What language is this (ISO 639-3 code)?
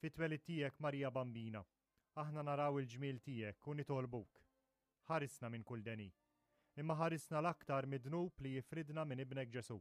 mlt